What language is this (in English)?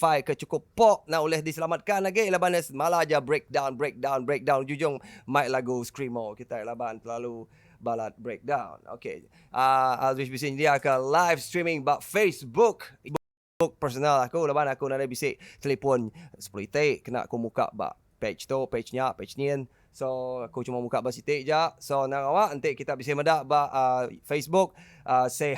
Iban